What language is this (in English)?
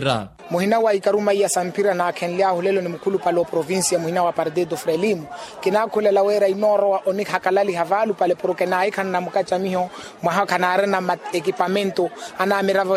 Makhuwa